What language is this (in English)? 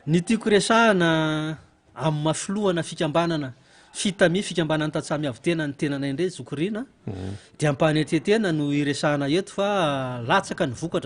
Malagasy